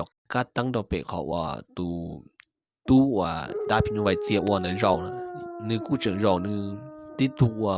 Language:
Hmong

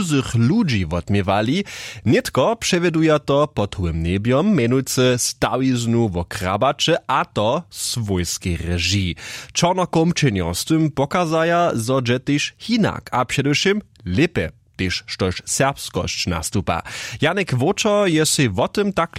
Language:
Upper Sorbian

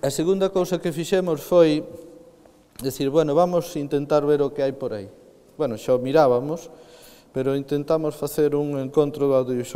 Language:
Galician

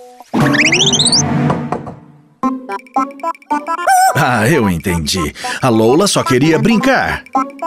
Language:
Portuguese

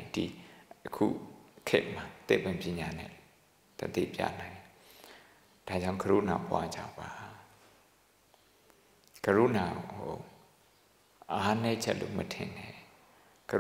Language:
Burmese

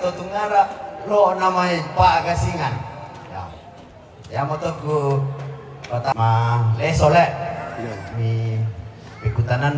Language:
Toraja-Sa'dan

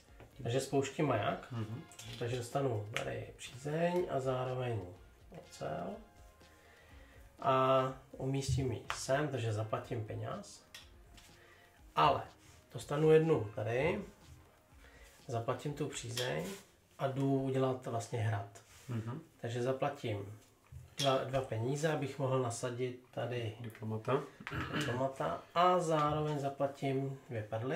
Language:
Czech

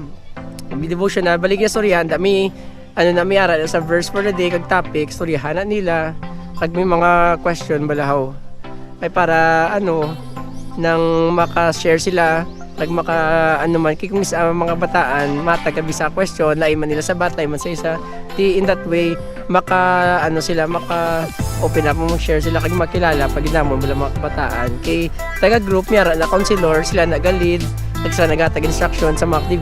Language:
Hiligaynon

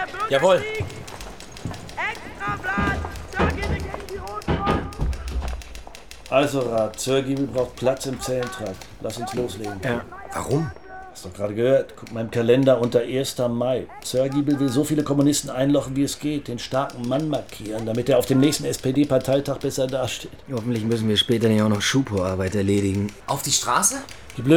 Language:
German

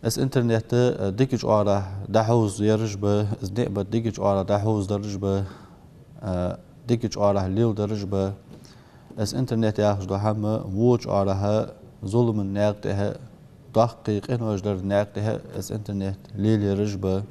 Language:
Ingush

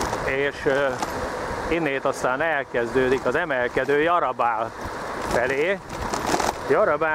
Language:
Hungarian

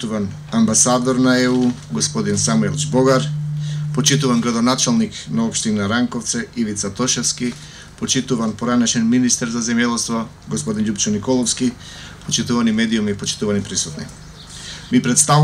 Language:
Macedonian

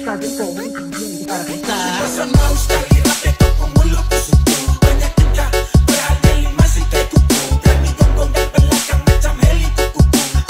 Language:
Malay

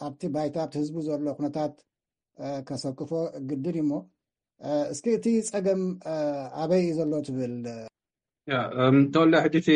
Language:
Tigrinya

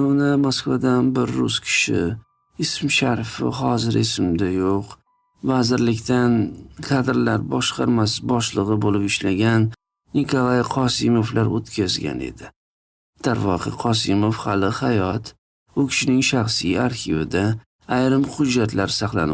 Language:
Uzbek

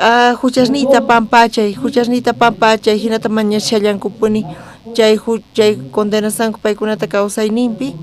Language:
South Bolivian Quechua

